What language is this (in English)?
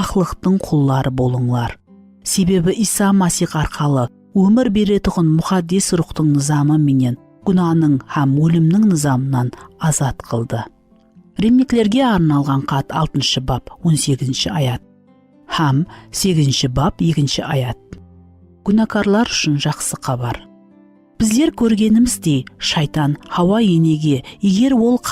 Kara-Kalpak